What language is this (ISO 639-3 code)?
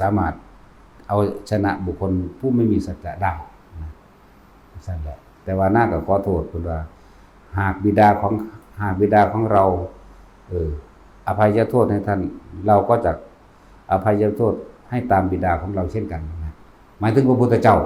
tts